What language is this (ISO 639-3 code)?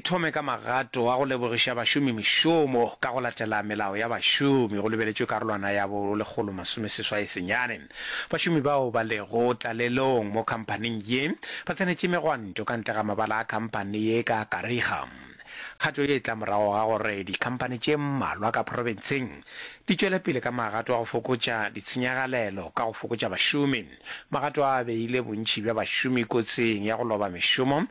nso